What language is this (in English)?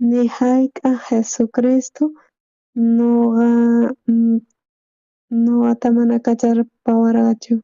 South Bolivian Quechua